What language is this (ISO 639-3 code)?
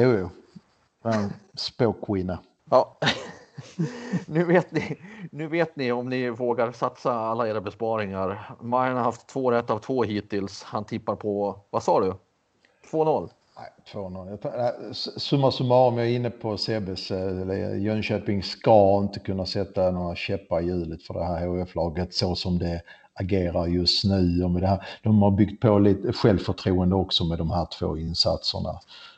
swe